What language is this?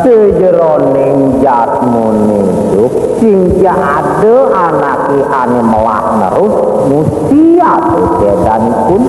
Balinese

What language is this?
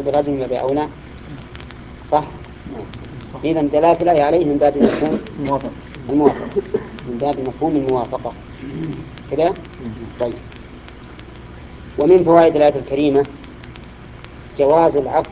Arabic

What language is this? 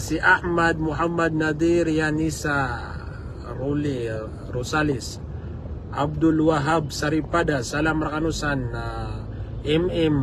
Maranao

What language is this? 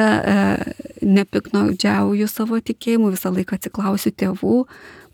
Lithuanian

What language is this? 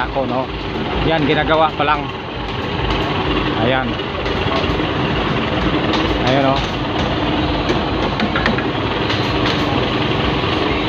Filipino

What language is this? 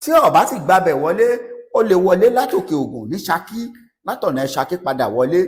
Yoruba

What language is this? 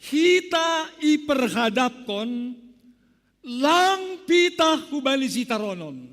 Batak Simalungun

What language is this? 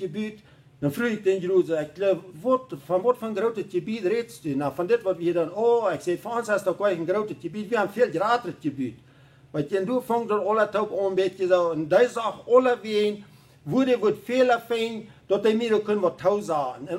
Plautdietsch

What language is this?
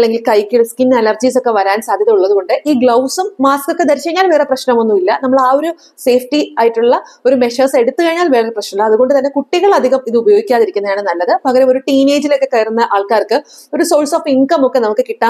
Malayalam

